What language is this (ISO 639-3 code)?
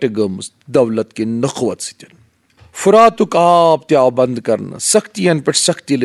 kas